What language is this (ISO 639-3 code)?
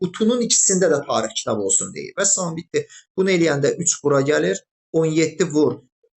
aze